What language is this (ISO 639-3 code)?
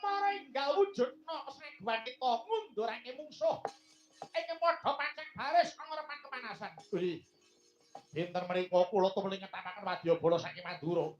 jav